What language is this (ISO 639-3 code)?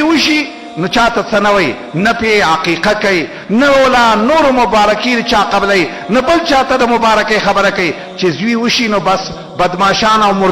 pus